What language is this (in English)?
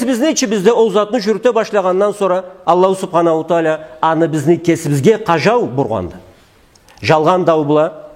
Karachay-Balkar